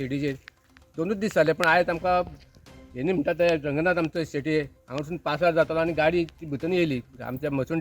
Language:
Konkani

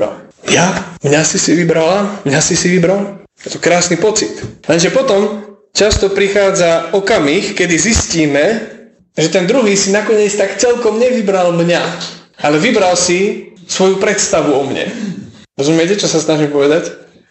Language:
Slovak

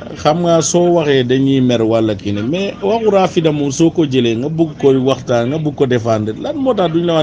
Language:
Wolof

